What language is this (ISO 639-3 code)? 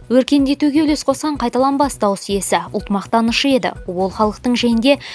kaz